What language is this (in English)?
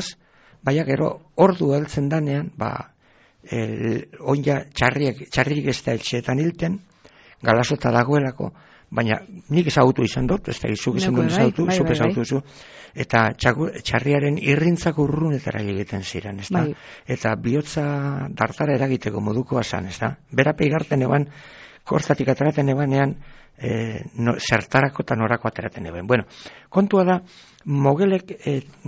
Basque